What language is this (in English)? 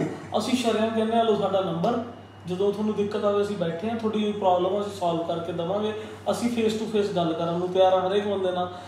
Punjabi